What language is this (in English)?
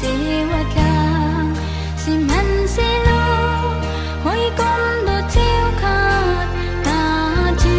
Hakha Chin